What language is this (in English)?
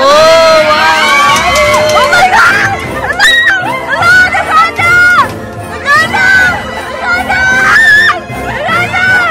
Filipino